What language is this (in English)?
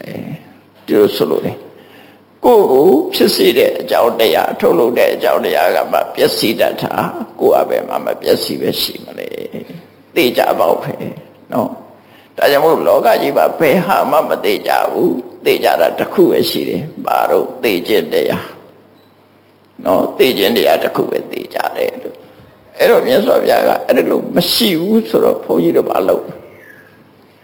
Burmese